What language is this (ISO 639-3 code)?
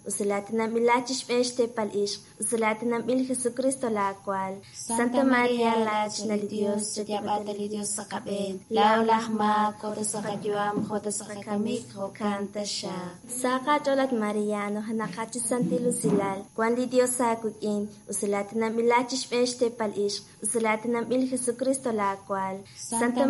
kek